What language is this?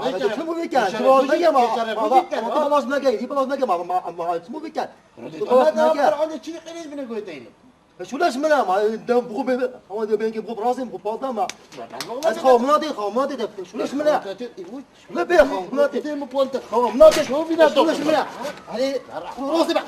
Kurdish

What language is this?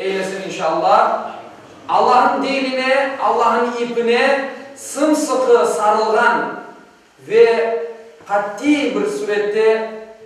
Crimean Tatar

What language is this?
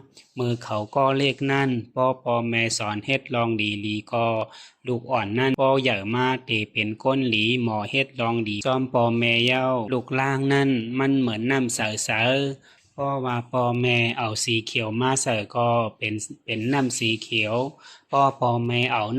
Shan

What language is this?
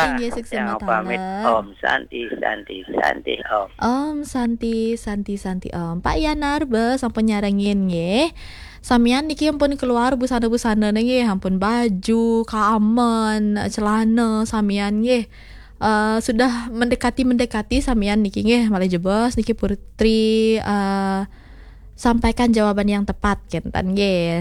Balinese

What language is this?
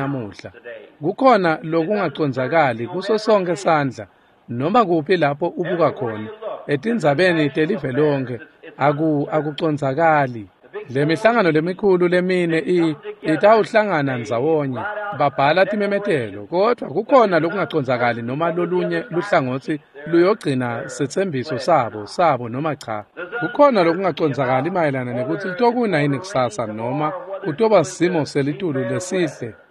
Swati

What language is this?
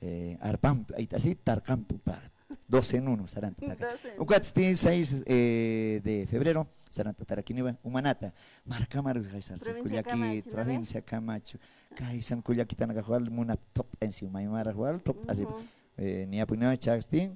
Aymara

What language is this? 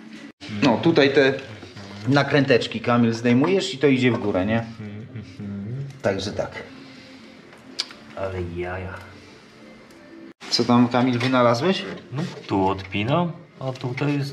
Polish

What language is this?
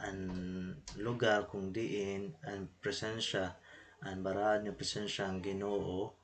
Waray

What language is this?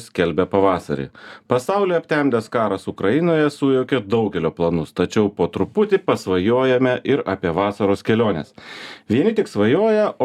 Lithuanian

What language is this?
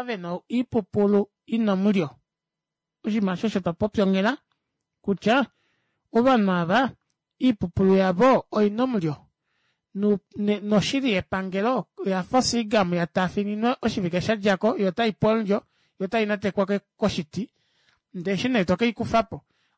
Kuanyama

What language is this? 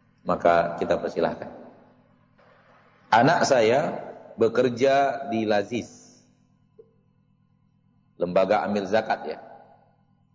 Indonesian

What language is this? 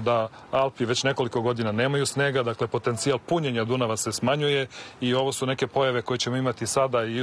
Serbian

